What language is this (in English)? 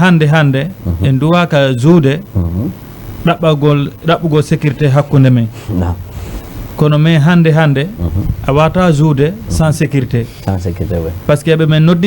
Fula